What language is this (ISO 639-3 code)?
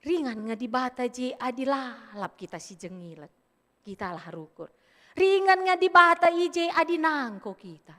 btx